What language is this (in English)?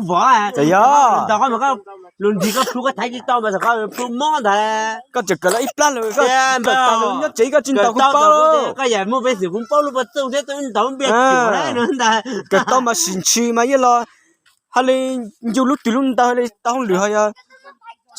Hmong